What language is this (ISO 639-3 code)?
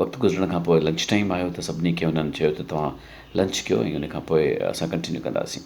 snd